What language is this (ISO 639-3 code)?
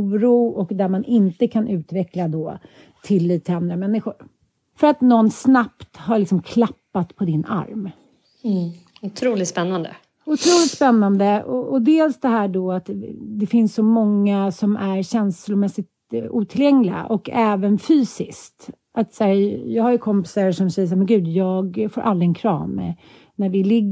swe